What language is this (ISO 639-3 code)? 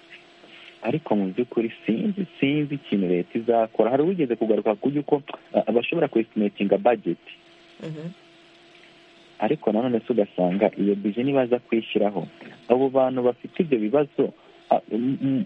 kin